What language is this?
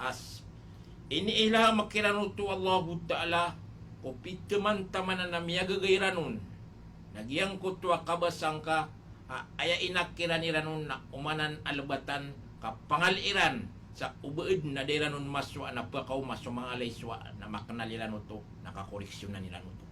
Maranao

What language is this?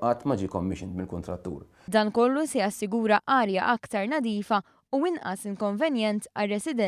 Maltese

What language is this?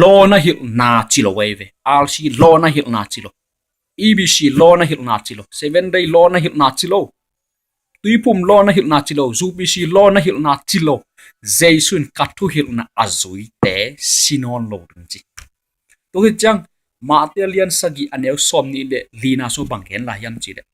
Tedim Chin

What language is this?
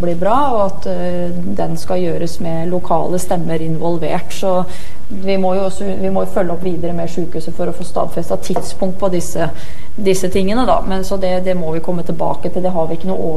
Norwegian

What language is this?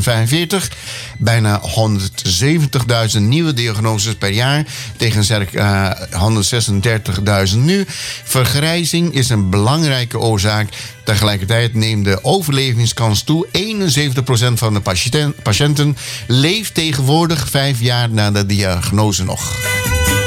Dutch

